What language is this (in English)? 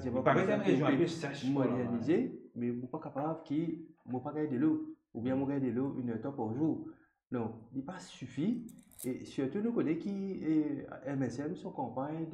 Morisyen